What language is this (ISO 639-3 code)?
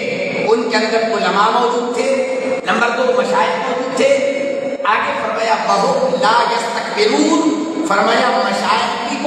urd